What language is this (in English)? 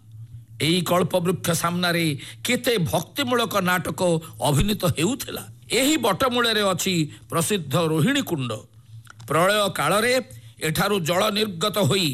Odia